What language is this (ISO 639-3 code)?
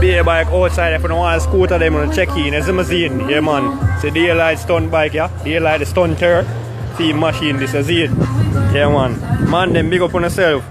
jam